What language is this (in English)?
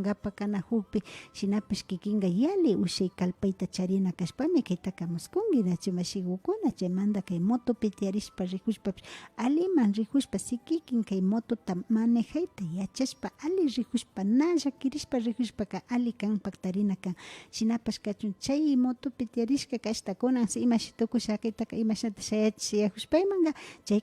Imbabura Highland Quichua